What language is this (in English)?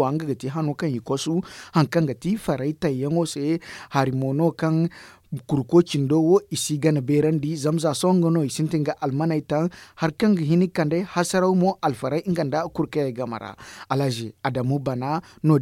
Zarma